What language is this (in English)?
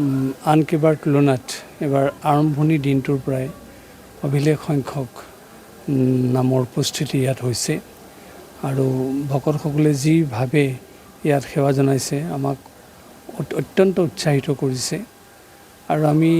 Assamese